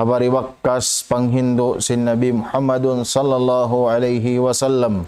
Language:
Tausug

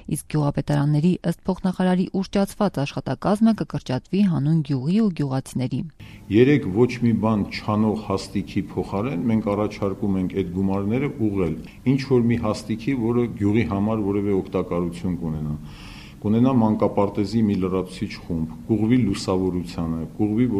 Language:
Armenian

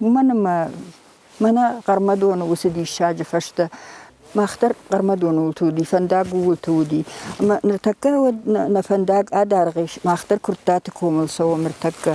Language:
Ossetic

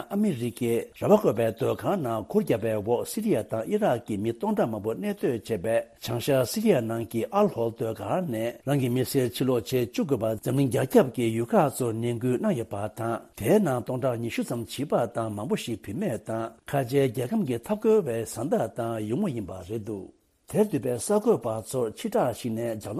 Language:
Tibetan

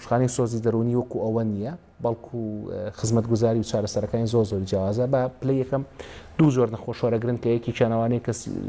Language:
Central Kurdish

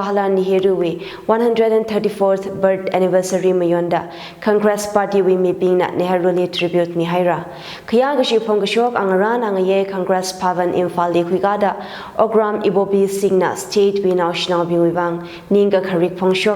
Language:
Tangkhul Naga (India)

